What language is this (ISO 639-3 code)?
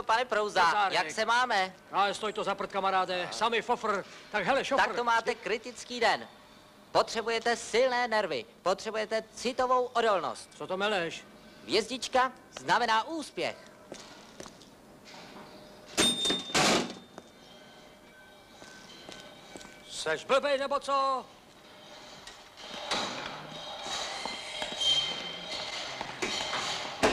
ces